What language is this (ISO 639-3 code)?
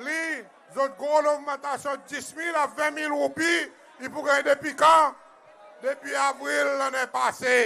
crs